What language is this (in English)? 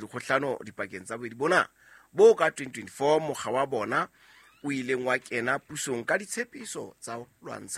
Southern Sotho